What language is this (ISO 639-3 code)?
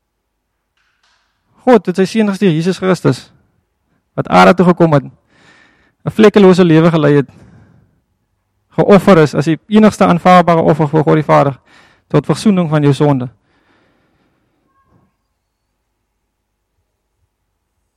afr